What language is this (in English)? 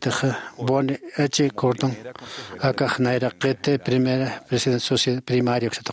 Aymara